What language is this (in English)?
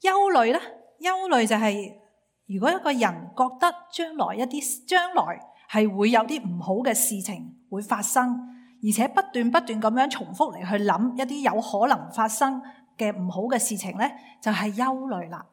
Cantonese